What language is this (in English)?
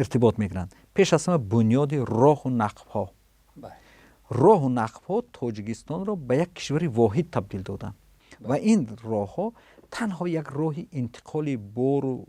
Tajik